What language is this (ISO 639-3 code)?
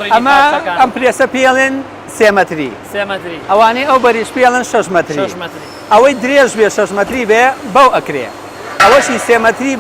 ckb